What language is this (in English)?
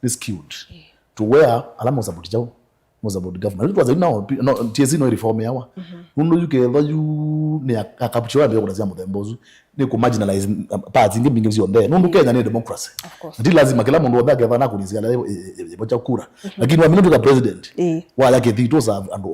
Kamba